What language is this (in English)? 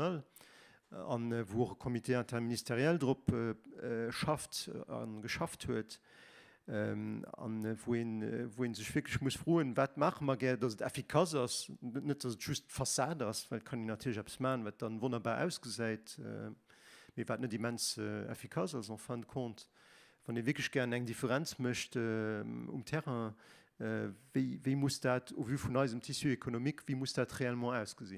Luxembourgish